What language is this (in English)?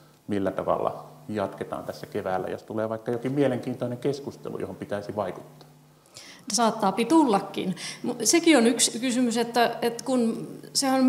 Finnish